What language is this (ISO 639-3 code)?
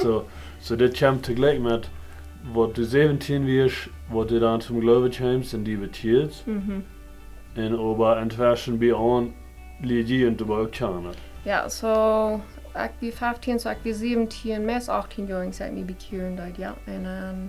pdt